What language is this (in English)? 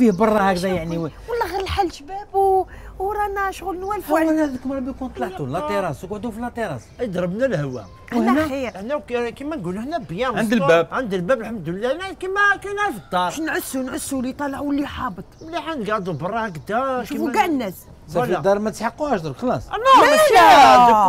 Algerian Arabic